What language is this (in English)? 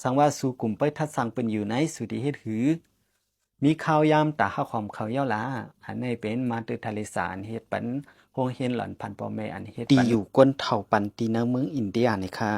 Shan